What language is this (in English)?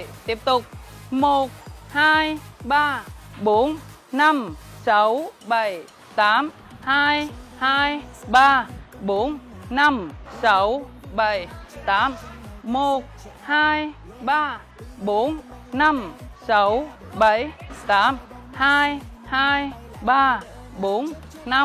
Vietnamese